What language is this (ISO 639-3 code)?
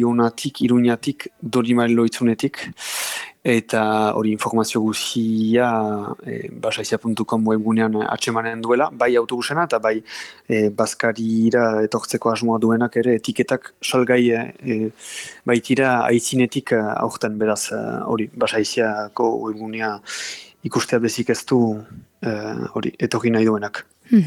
eus